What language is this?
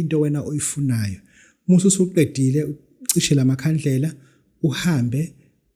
Zulu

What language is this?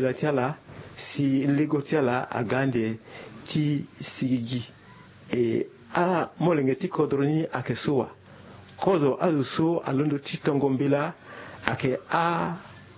Sango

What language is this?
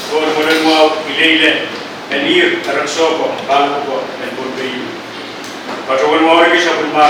Pohnpeian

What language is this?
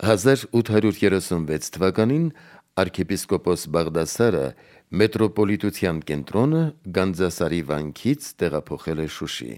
Armenian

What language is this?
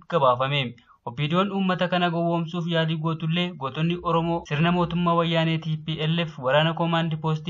Oromo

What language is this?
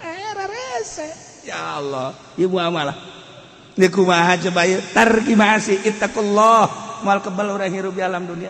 Sundanese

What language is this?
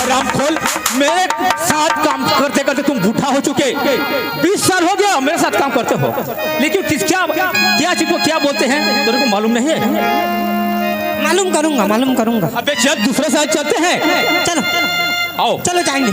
Chhattisgarhi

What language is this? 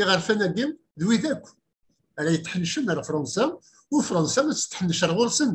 Kabyle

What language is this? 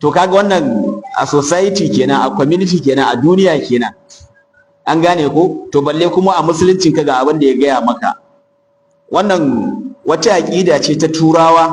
Hausa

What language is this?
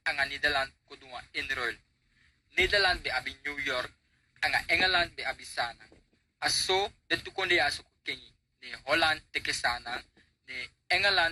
Sranan Tongo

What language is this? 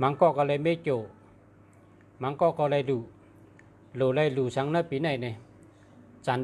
Shan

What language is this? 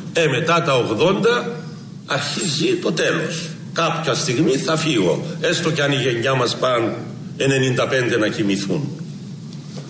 Greek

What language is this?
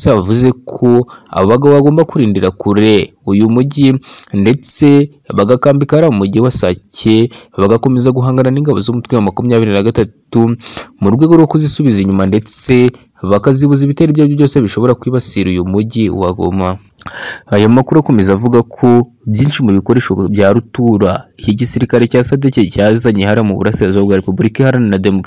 Kinyarwanda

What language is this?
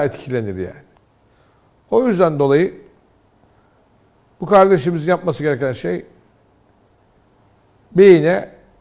Turkish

